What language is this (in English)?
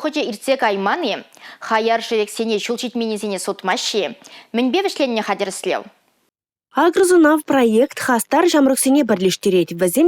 Chuvash